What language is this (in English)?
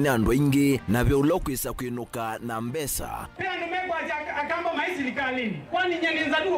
Kamba